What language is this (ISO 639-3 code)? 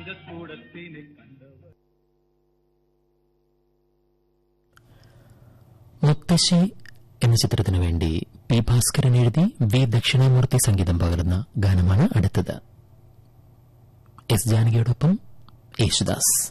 mal